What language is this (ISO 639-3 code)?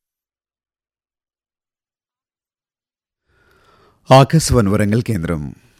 tel